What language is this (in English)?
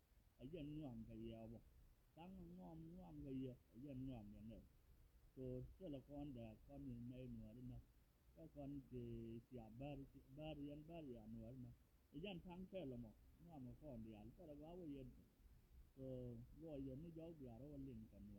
Nuer